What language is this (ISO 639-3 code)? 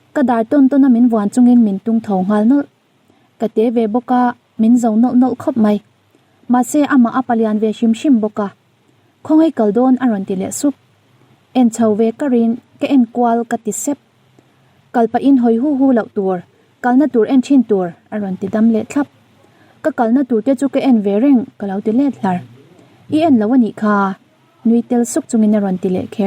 lus